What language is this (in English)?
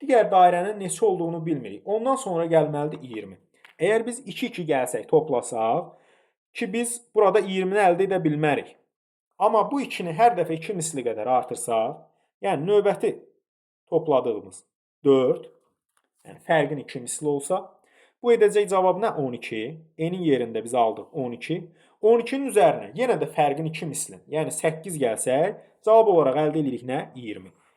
Azerbaijani